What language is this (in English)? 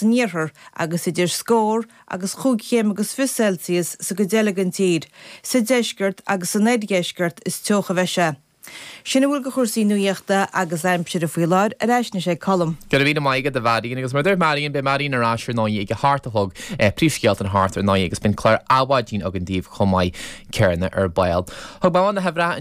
Irish